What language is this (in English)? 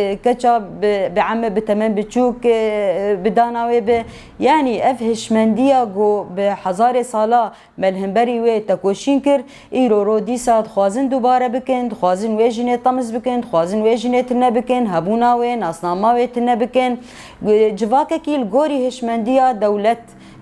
Kurdish